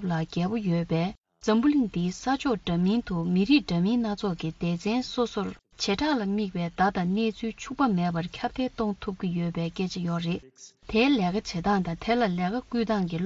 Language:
Tibetan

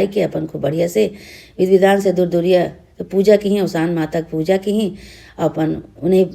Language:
Awadhi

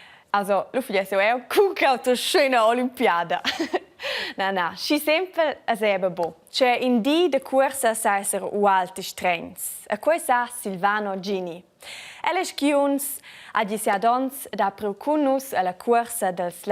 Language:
Romansh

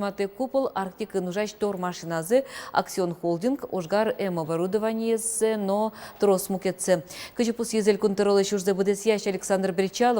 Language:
Udmurt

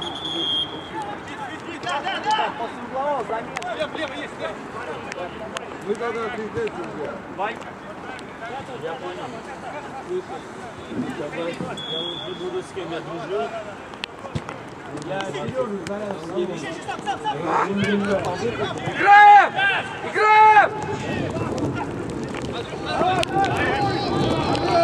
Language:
Russian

